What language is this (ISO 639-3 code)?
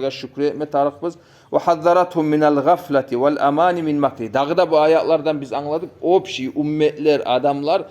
kum